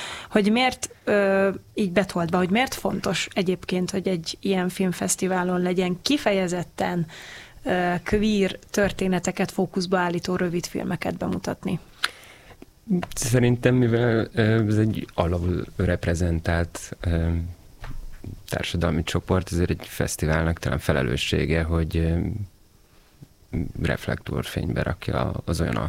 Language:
Hungarian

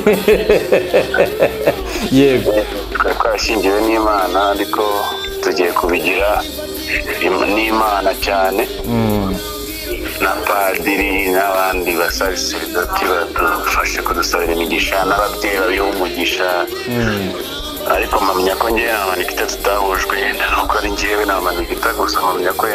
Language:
Kinyarwanda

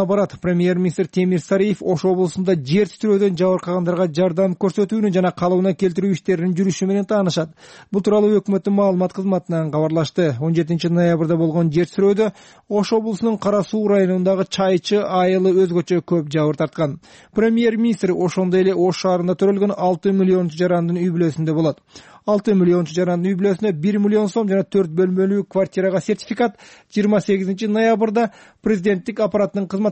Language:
Kyrgyz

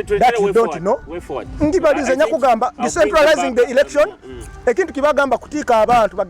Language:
Nyoro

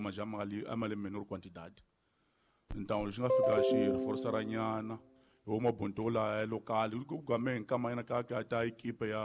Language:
Tsonga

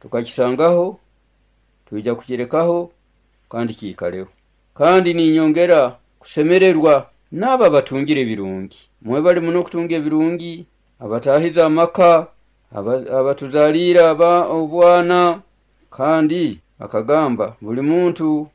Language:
Nyoro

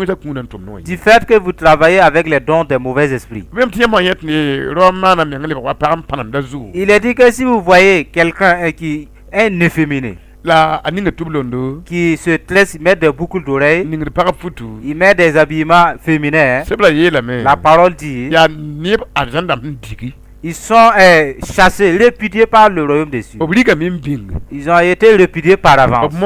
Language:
Mossi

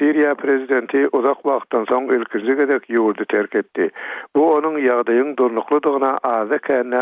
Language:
Turkmen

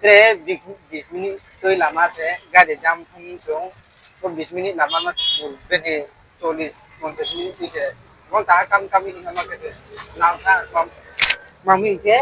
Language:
Riang (India)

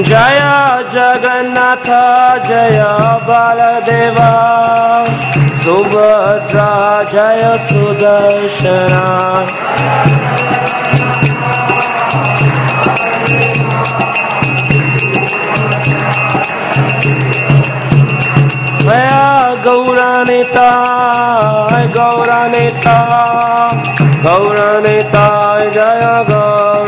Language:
Hindi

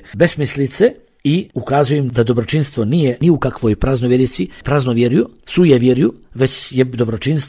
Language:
Bosnian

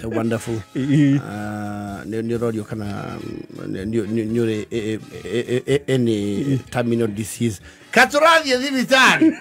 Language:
Kikuyu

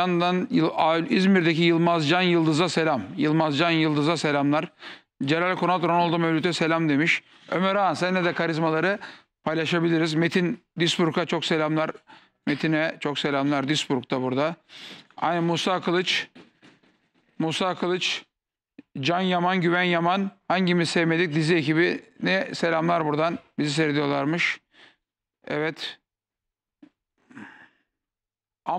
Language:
Turkish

